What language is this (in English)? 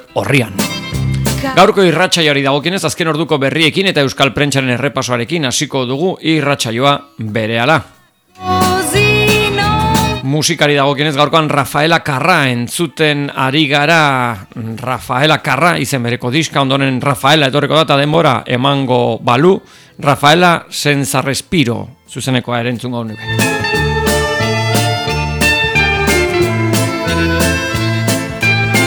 Basque